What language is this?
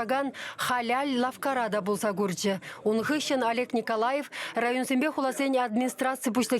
Chuvash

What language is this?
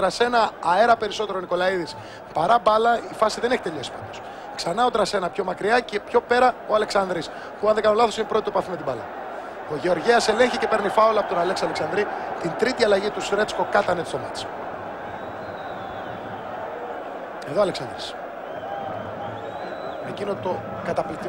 Greek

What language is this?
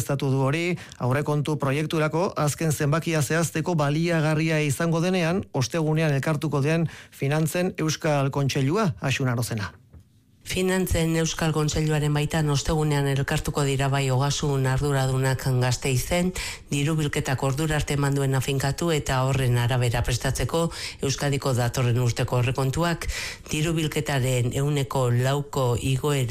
Basque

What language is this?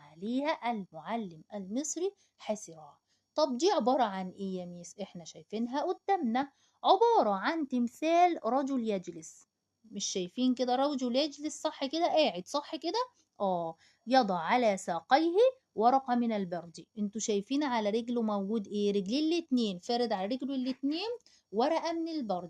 Egyptian Arabic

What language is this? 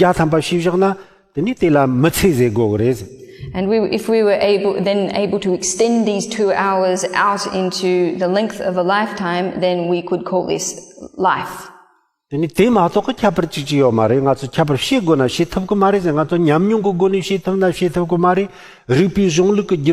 Tibetan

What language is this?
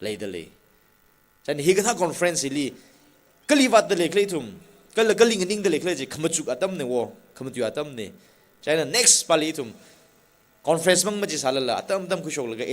Tangkhul Naga (India)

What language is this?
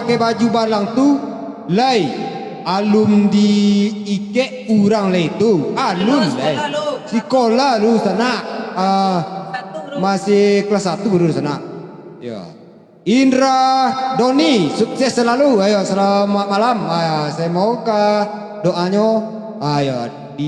Minangkabau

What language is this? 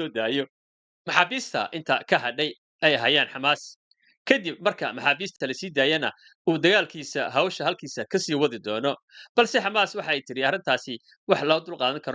Somali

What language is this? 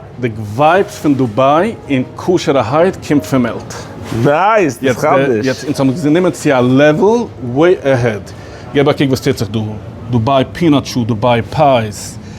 Yiddish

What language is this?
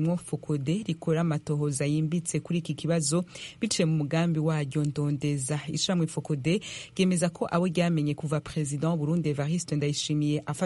Rundi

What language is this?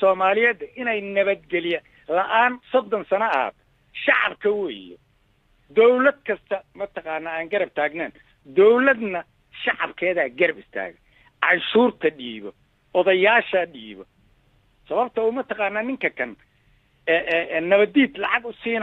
Somali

